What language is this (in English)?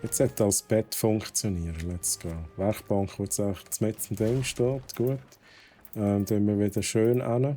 Swiss German